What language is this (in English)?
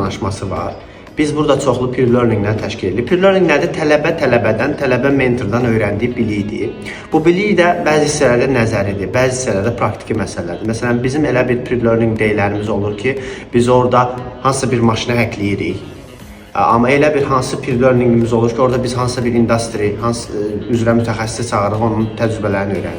Azerbaijani